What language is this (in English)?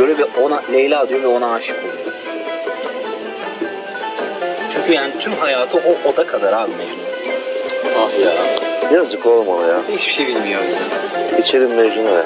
Turkish